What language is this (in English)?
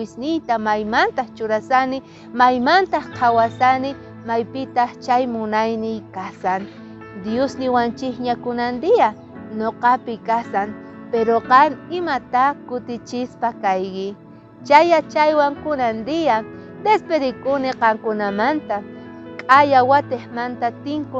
South Bolivian Quechua